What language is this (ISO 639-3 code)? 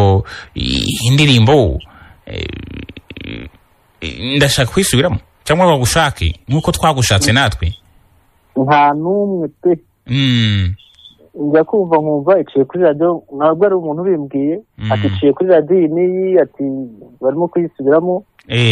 kin